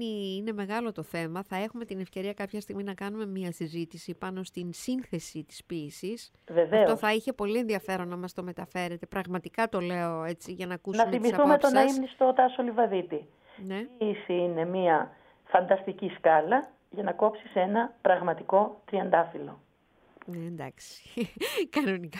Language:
Greek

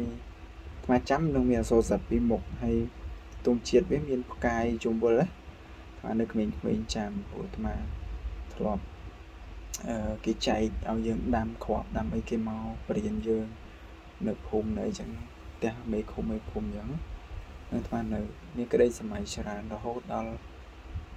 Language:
Khmer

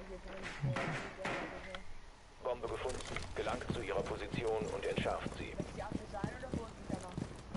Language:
Bavarian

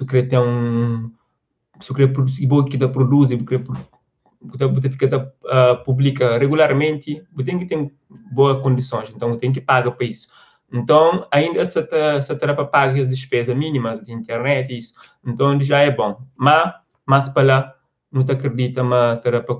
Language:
Kabuverdianu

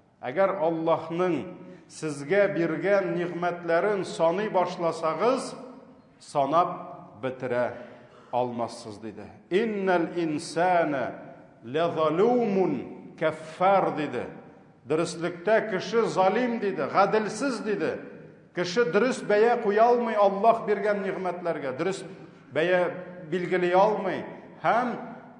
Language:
Tatar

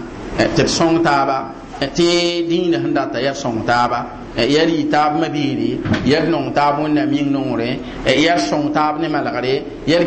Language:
Mossi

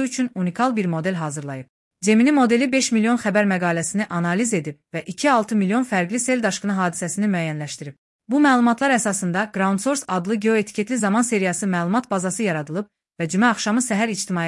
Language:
Azerbaijani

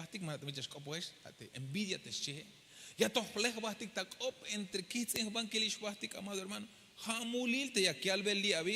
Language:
Tzeltal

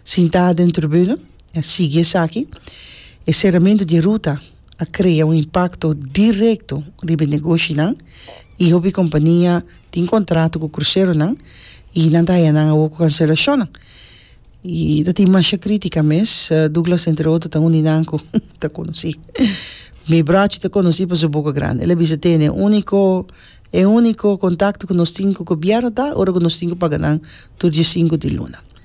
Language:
Papiamento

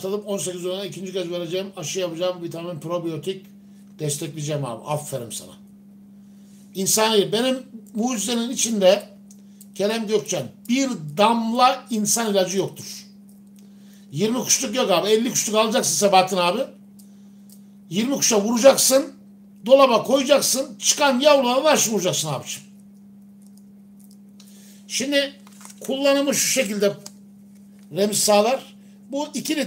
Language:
Turkish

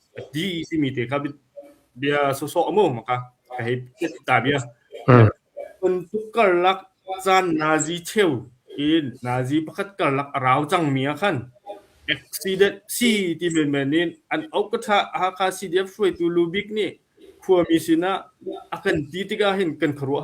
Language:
Hakha Chin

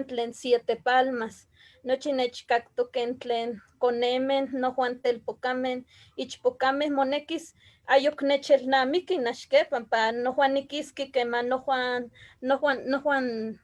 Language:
Eastern Huasteca Nahuatl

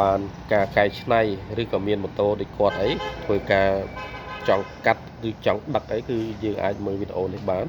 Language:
Khmer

